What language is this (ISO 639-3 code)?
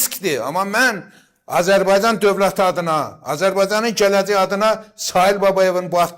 aze